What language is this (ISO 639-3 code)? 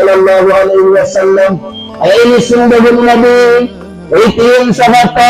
mrw